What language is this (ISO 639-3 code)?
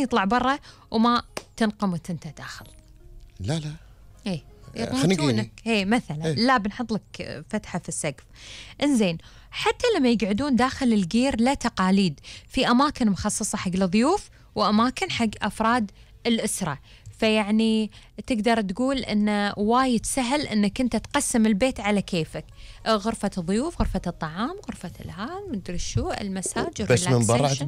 afb